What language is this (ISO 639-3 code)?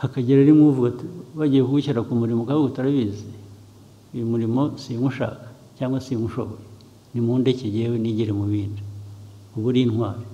kin